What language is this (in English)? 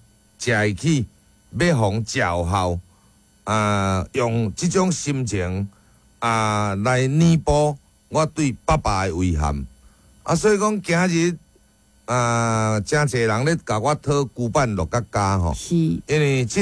Min Nan Chinese